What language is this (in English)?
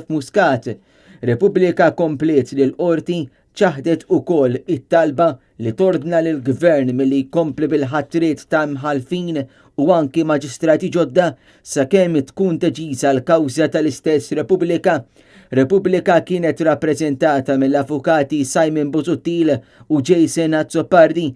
Maltese